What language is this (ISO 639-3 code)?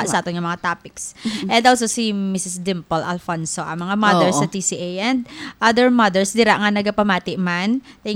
hil